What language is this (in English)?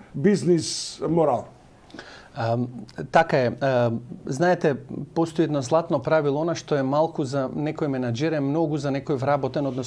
Macedonian